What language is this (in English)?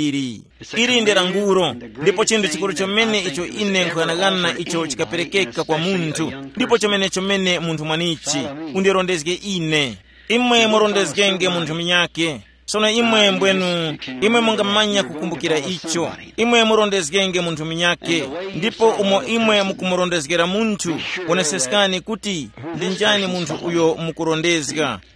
Tumbuka